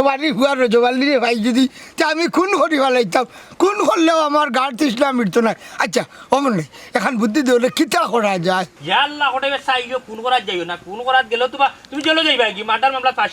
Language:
Sylheti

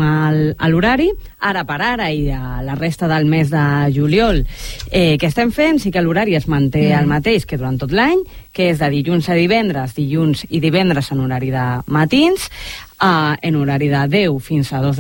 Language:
Catalan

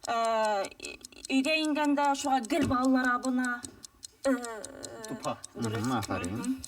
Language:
Bashkir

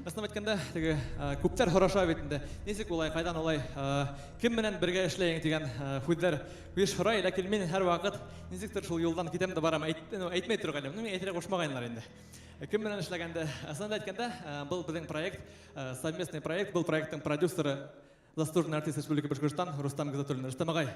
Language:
Bashkir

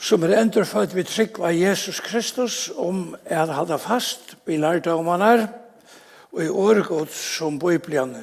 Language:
Faroese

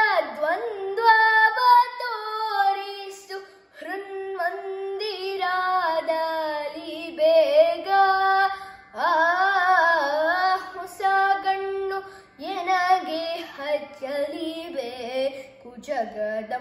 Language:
Kannada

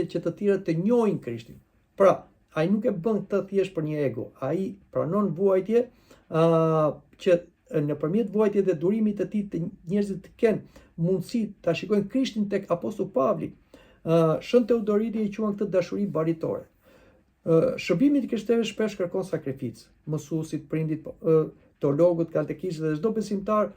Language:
Albanian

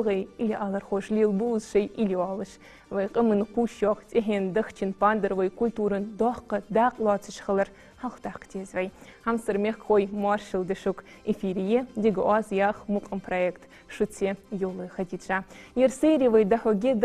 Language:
Ingush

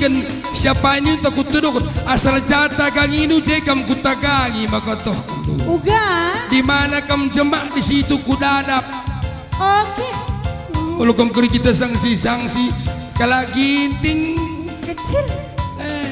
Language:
Batak Karo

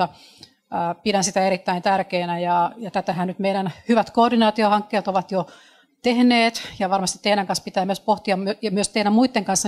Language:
Finnish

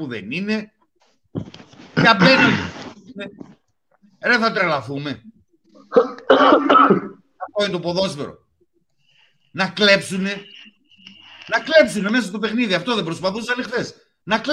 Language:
Greek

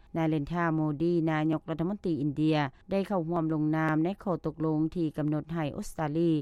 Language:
Lao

